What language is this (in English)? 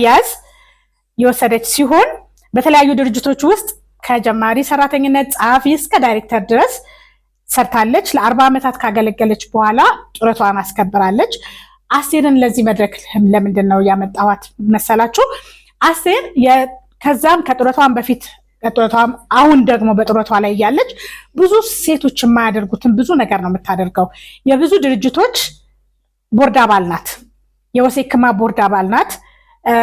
Amharic